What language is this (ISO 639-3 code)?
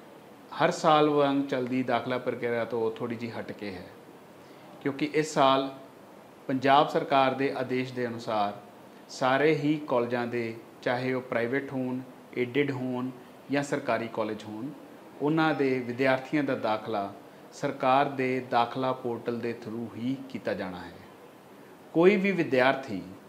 pan